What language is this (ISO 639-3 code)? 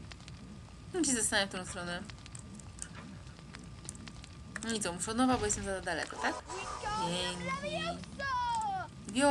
pol